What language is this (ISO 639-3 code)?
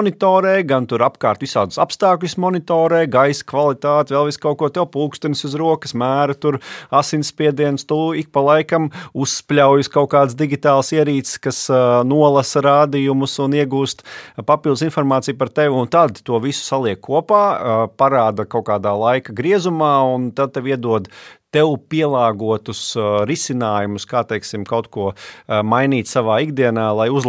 lav